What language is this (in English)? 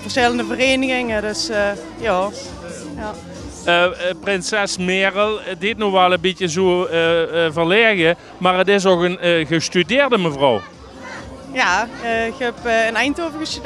Limburgish